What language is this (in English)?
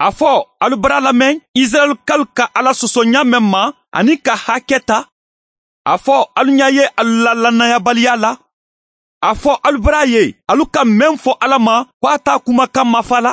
Mandingo